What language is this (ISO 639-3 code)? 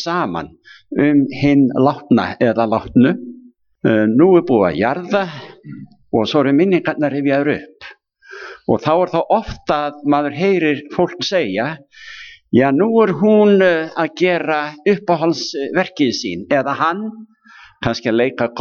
isl